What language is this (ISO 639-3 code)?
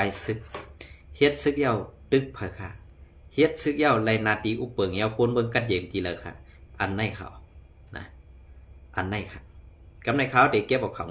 shn